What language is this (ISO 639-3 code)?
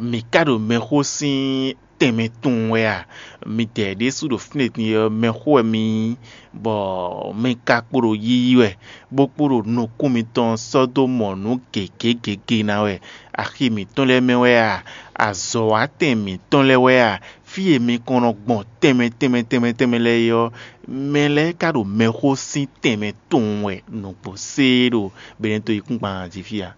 fon